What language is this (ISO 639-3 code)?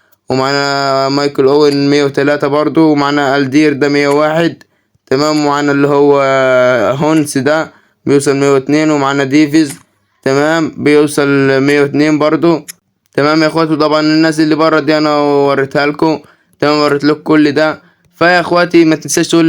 arz